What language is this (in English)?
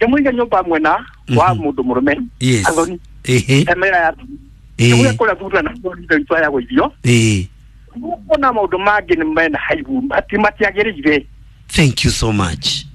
Kikuyu